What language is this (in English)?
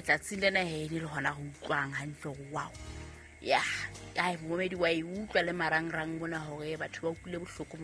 Southern Sotho